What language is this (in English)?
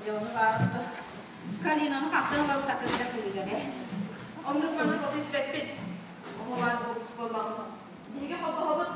Yakut